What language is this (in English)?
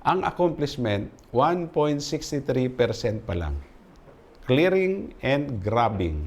Bikol